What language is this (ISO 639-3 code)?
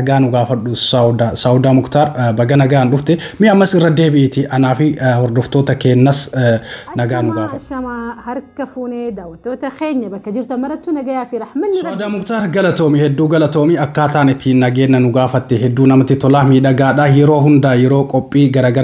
orm